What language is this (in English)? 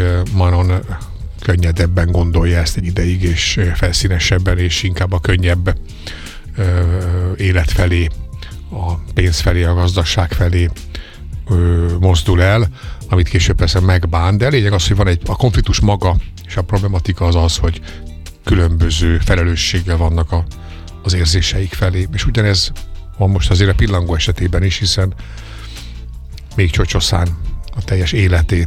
Hungarian